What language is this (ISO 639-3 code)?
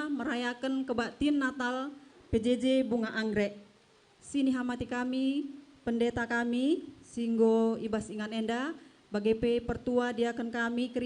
btx